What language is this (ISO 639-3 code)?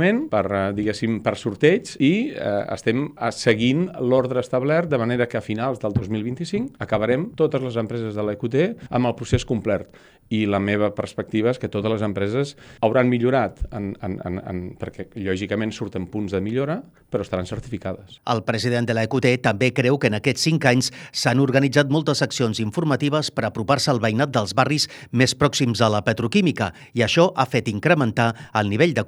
cat